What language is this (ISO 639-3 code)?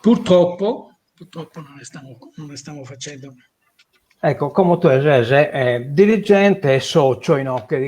srd